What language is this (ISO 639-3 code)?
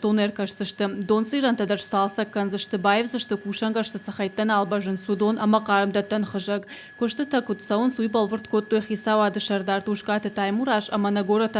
oss